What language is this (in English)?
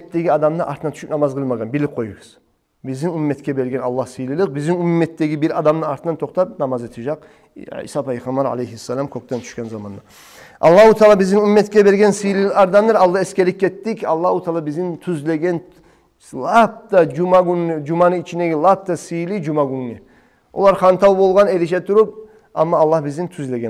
Kumyk